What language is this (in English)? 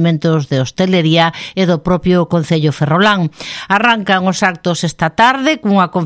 Galician